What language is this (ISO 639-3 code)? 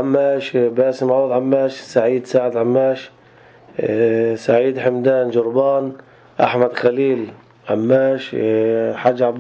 apc